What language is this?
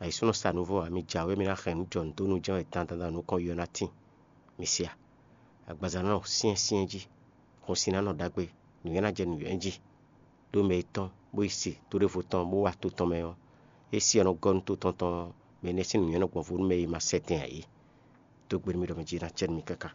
Fon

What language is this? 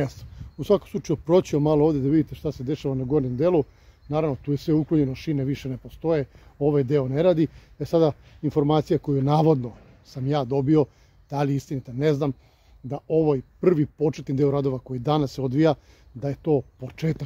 Serbian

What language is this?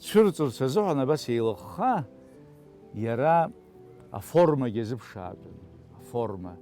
Abkhazian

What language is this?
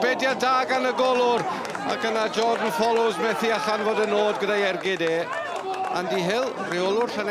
Welsh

